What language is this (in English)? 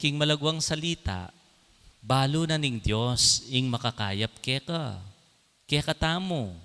Pampanga